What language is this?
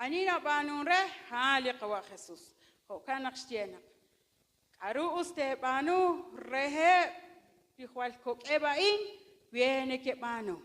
Kekchí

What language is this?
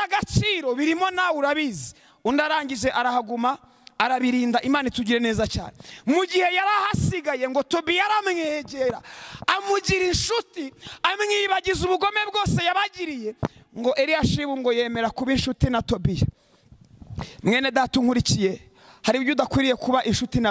Kinyarwanda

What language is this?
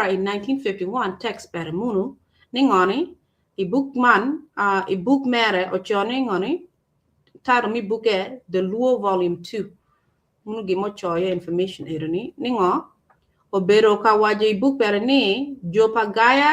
Acoli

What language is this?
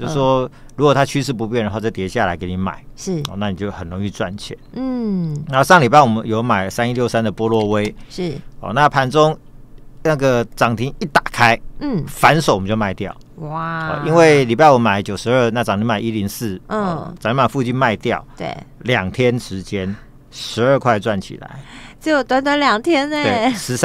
Chinese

